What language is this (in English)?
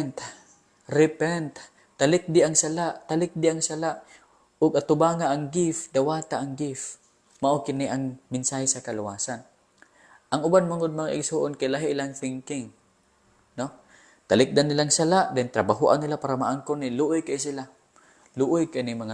Cebuano